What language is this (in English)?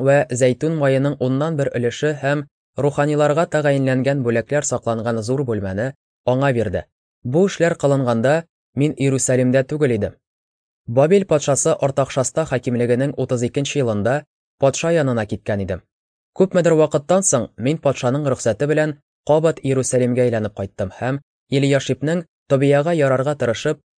Tatar